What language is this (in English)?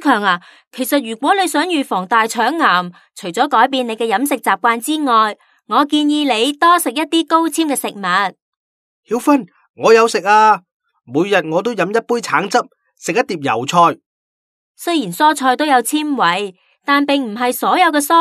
Cantonese